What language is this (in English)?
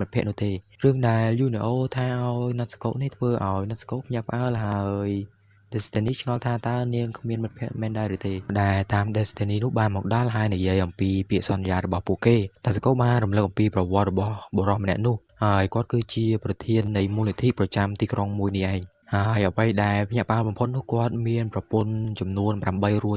Khmer